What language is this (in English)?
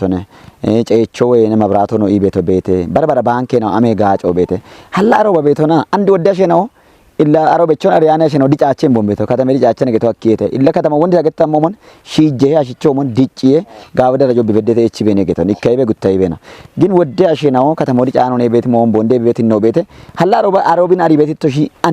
Kafa